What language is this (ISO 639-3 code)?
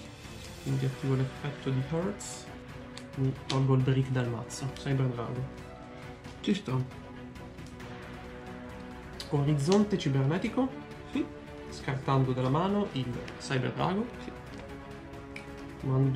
ita